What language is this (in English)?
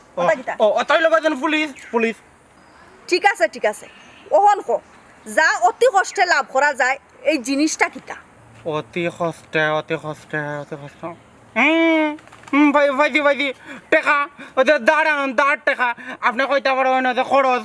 Sylheti